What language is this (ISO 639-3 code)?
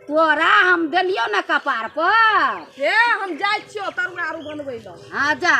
mai